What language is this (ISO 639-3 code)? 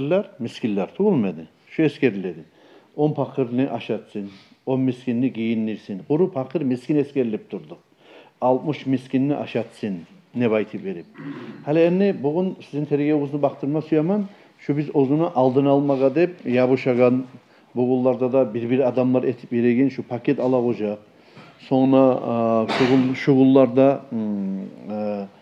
kum